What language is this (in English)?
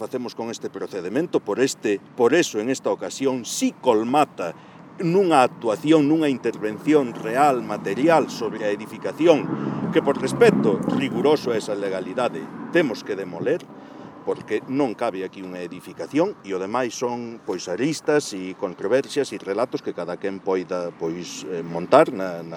Galician